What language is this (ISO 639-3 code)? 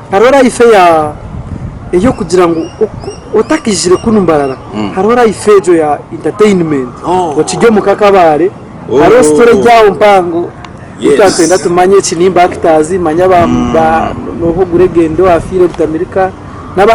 nyn